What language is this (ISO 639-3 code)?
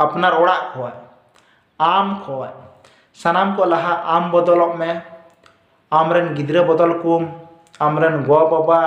sat